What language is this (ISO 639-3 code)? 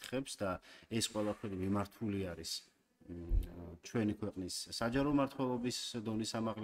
kat